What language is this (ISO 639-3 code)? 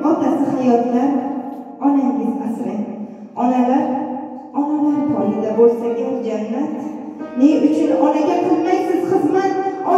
uzb